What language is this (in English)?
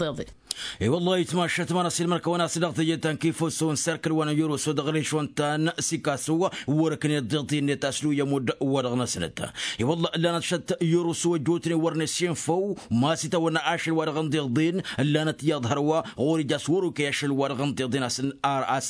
Tamasheq